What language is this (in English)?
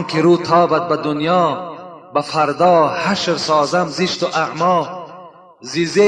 Tajik